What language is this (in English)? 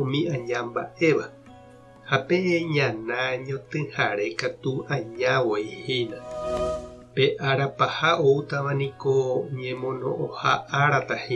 Guarani